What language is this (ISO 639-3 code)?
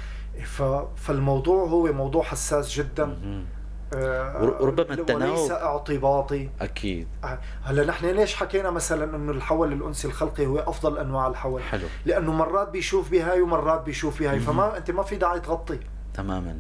apc